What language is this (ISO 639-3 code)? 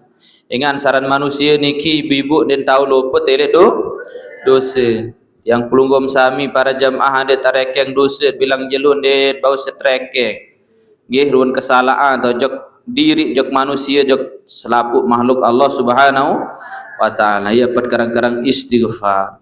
sas